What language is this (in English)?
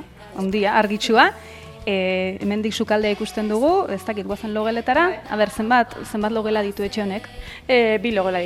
Basque